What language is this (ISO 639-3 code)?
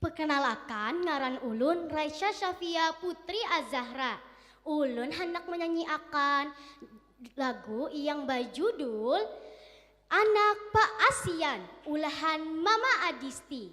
bjn